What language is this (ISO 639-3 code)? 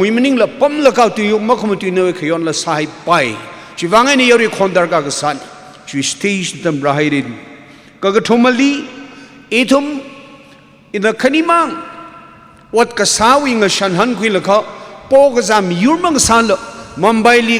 nmf